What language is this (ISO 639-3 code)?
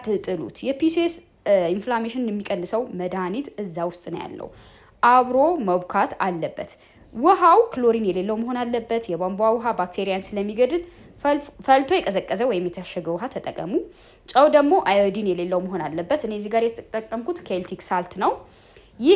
amh